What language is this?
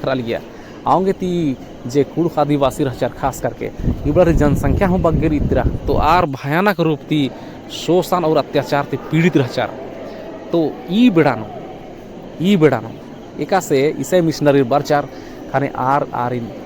Kurukh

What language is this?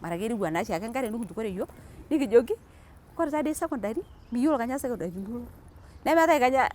Masai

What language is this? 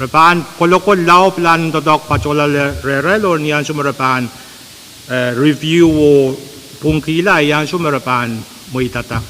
Pohnpeian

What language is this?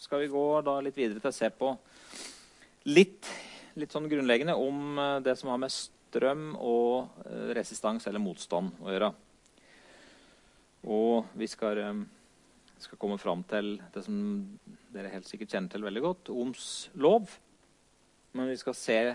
Norwegian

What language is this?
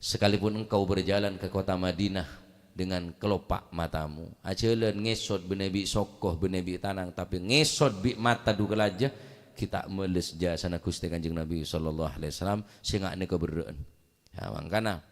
Madurese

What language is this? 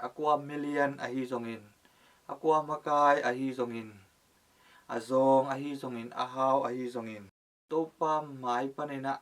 Tedim Chin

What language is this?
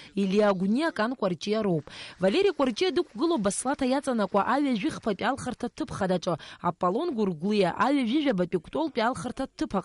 Abkhazian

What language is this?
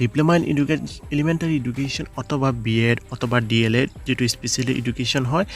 Assamese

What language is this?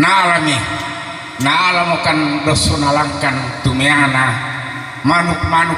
Toraja-Sa'dan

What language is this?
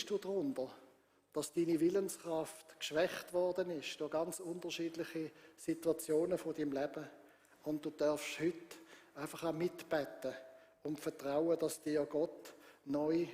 Swiss German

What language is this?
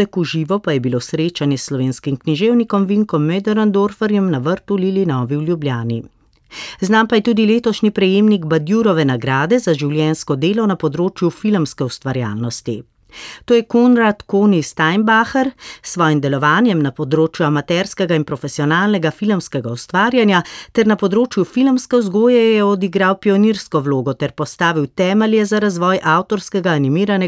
Slovenian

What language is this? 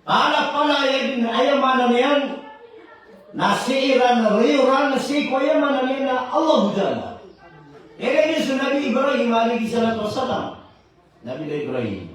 Maranao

